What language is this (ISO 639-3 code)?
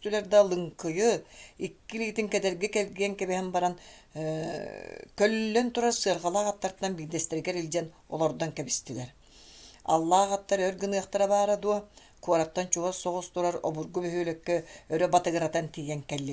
sah